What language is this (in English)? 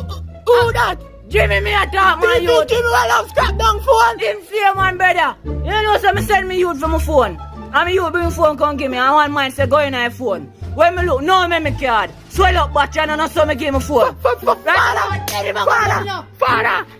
Jamaican Creole English